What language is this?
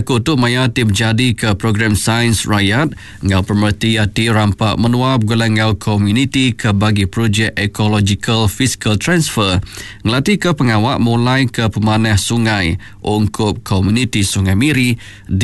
Iban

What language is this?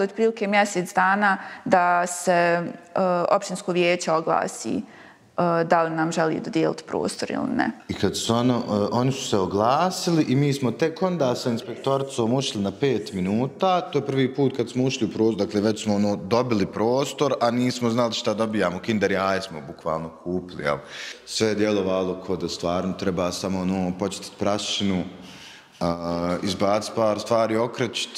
Bosnian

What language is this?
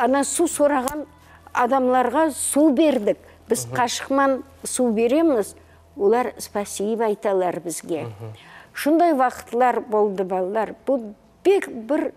Crimean Tatar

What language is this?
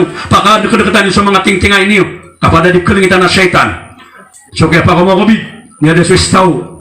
Maranao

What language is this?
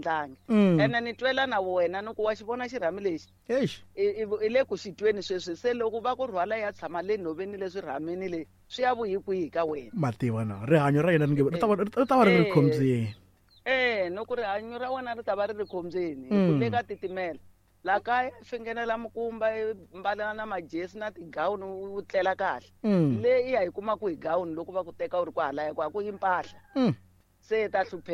Tsonga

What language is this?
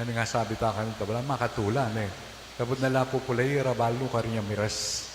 Pampanga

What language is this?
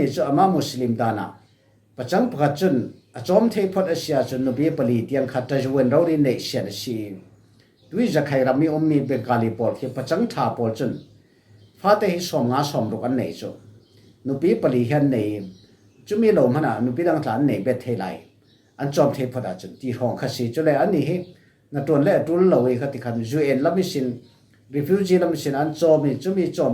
Falam Chin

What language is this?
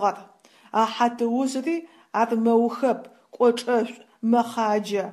Adyghe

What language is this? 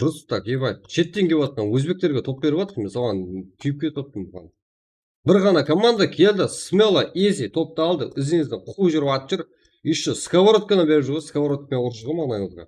Kara-Kalpak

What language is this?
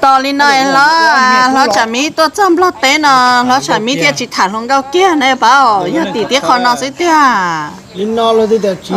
Hmong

